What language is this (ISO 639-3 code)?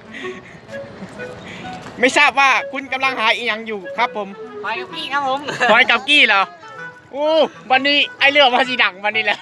tts